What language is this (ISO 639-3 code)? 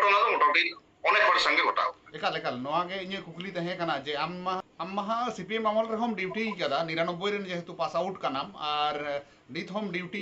sat